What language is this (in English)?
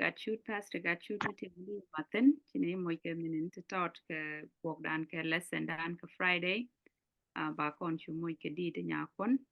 Nuer